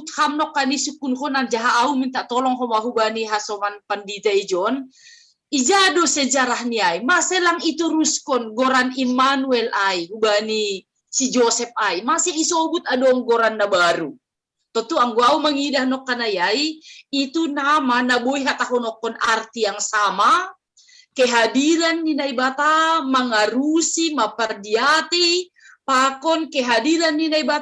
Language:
Batak Simalungun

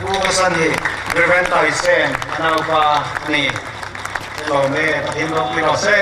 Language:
Hmar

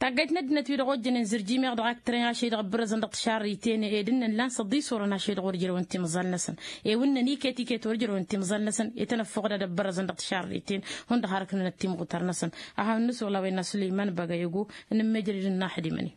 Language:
Tamasheq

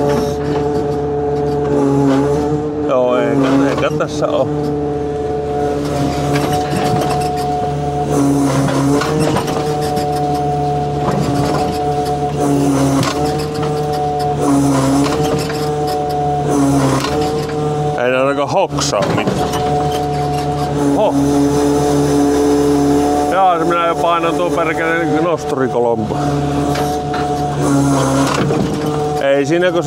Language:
Finnish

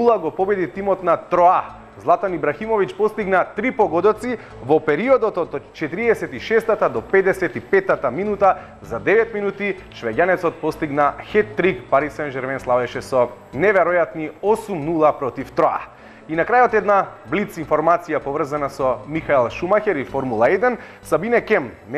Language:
Macedonian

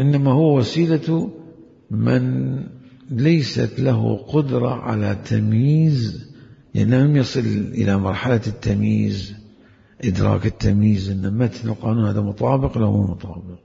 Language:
Mesopotamian Arabic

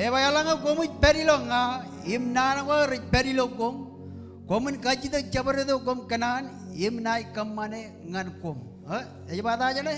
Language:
Marshallese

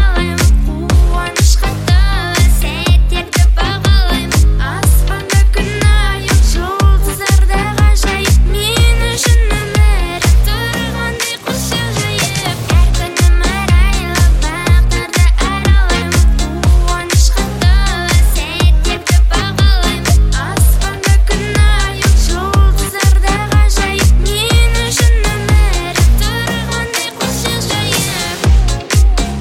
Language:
Kazakh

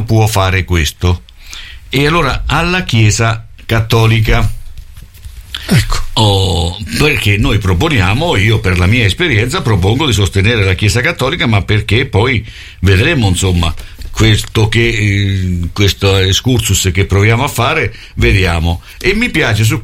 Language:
Italian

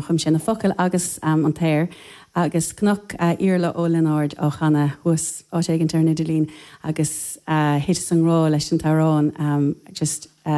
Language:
Irish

